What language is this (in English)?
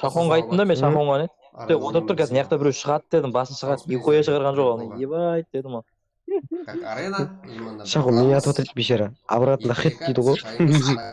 Kara-Kalpak